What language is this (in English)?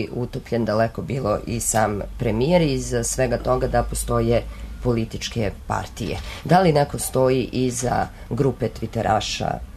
Serbian